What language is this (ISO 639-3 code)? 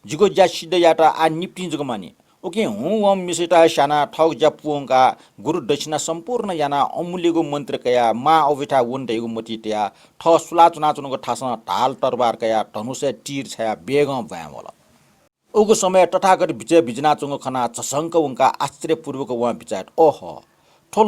new